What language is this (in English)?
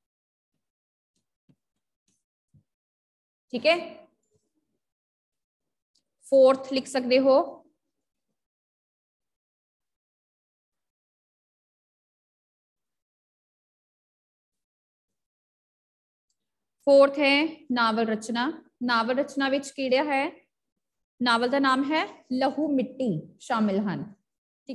Punjabi